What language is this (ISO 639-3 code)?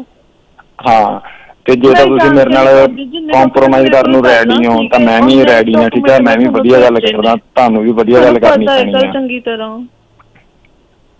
pan